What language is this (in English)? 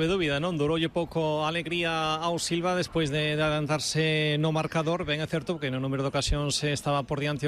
Galician